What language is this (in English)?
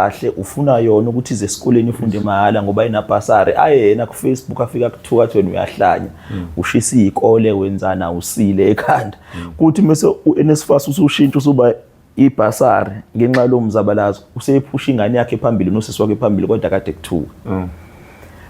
Zulu